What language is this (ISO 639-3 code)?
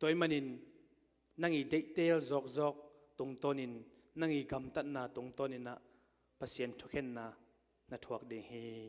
ctd